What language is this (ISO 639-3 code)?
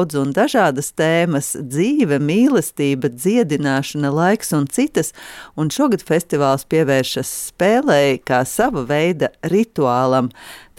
lav